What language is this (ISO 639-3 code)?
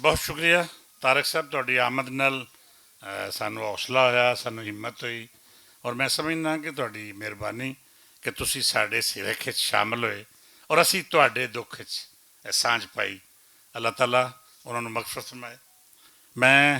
lah